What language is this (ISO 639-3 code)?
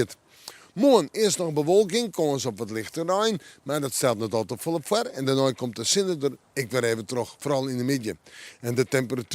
fry